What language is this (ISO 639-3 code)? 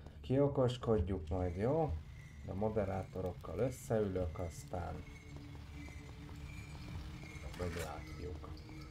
hun